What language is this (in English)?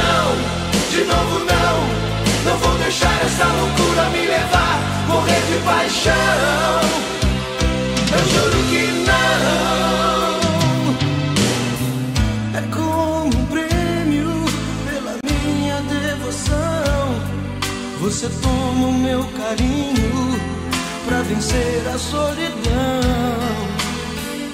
Portuguese